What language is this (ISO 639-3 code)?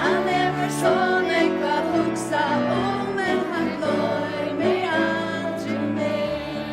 fao